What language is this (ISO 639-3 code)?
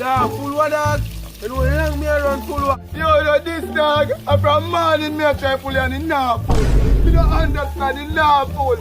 jam